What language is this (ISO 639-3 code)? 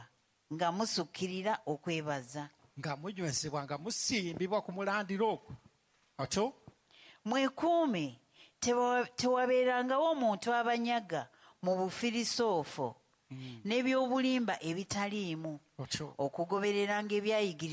lug